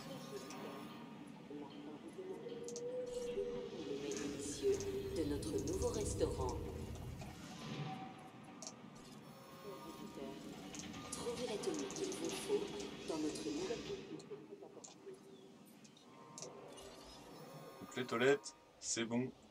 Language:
French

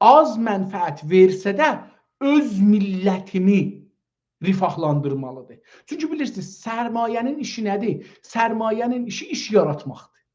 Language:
South Azerbaijani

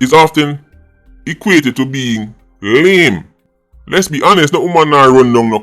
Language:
Jamaican Creole English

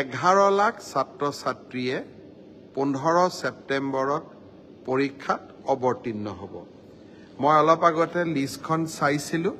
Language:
Assamese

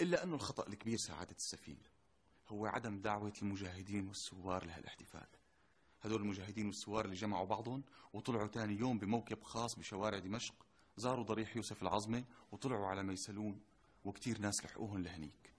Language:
North Levantine Arabic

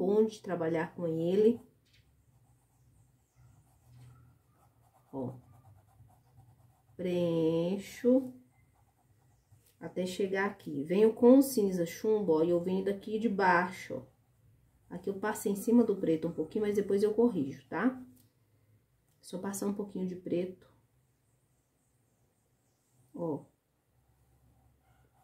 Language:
Portuguese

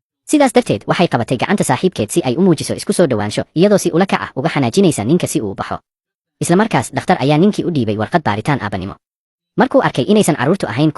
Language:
Somali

